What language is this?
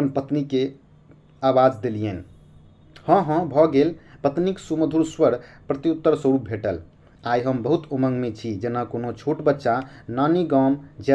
Maithili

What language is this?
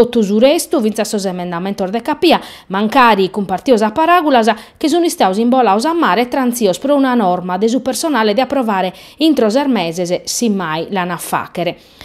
Sardinian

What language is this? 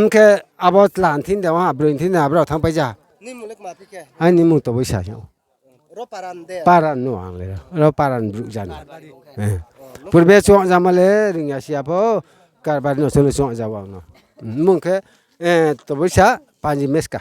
Riang (India)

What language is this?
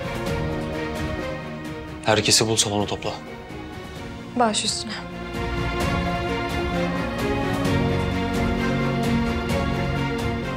Turkish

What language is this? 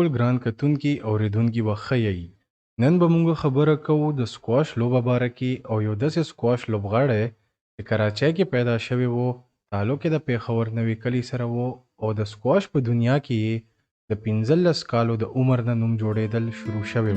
Pashto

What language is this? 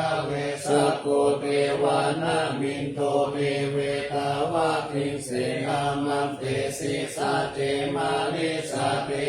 Pali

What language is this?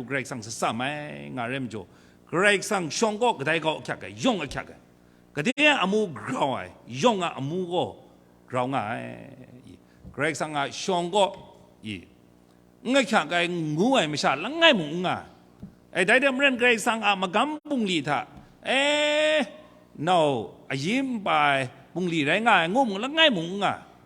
Kachin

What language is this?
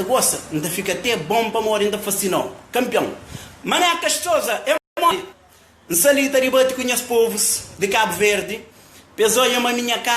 Kabuverdianu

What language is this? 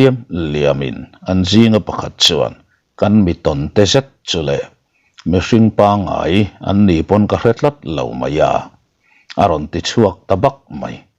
Mizo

